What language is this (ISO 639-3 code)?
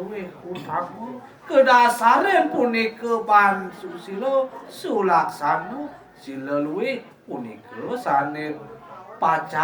ban